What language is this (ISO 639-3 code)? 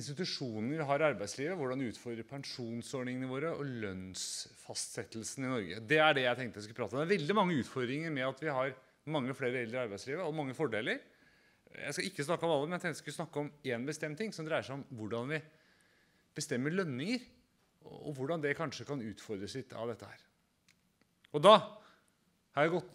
nor